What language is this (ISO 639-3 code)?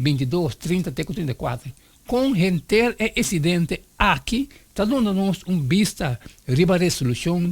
pap